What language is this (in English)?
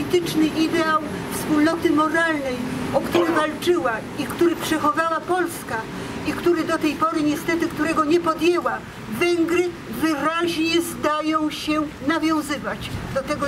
Polish